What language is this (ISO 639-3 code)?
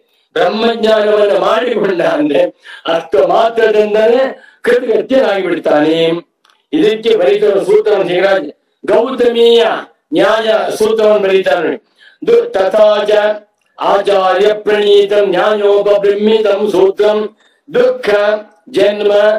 kan